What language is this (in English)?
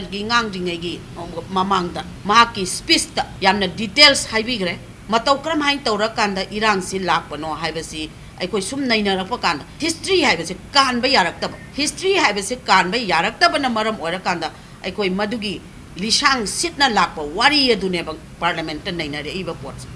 Manipuri